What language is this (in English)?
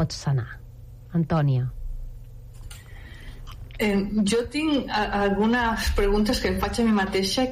Catalan